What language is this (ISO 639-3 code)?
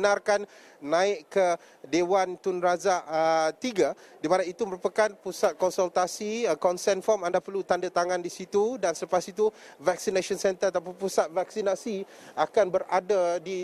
msa